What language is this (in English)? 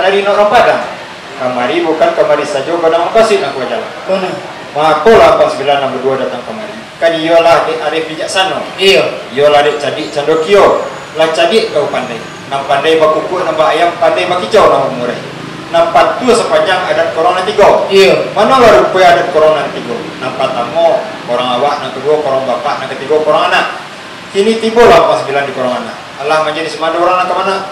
Minangkabau